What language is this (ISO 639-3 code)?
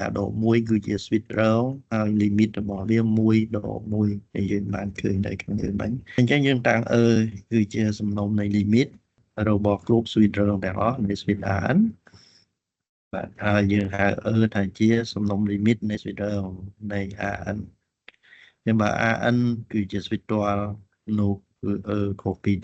khm